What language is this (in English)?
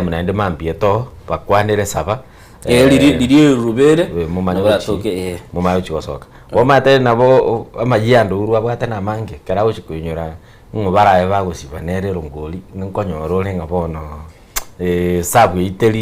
Gusii